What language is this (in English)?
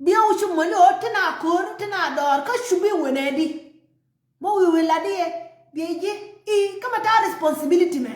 Nuer